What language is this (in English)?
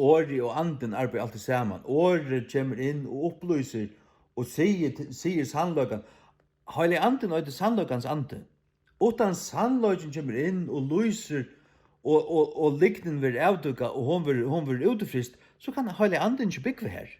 Faroese